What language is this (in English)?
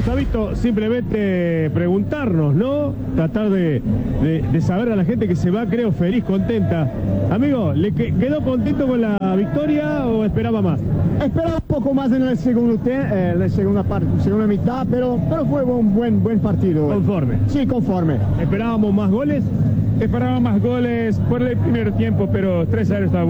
Spanish